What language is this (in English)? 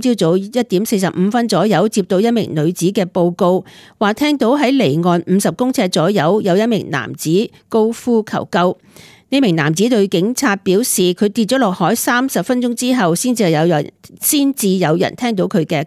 Cantonese